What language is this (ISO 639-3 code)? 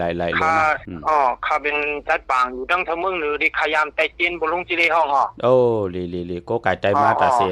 shn